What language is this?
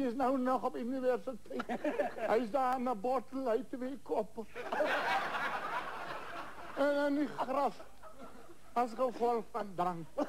Afrikaans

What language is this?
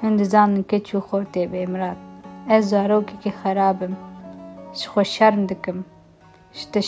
Kurdish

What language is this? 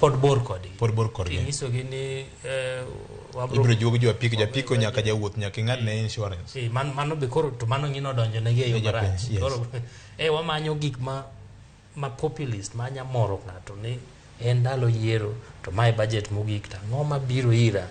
Luo (Kenya and Tanzania)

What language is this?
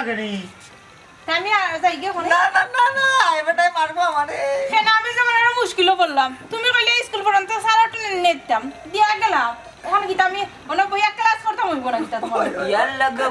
Sylheti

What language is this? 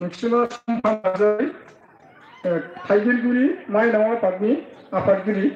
Bodo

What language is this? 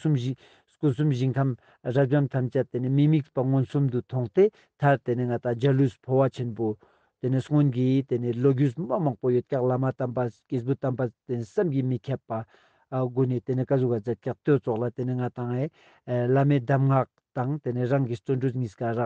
Ladakhi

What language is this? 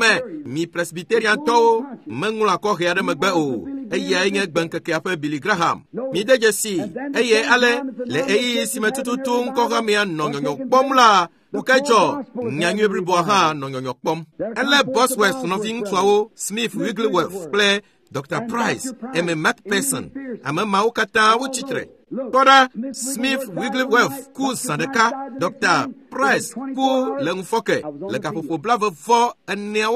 Ewe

